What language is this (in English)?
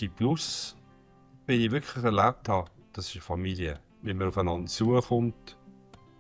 Swiss German